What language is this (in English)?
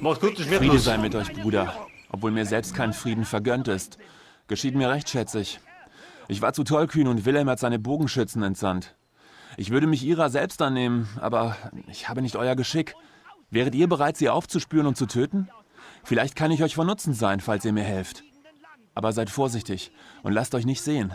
Bavarian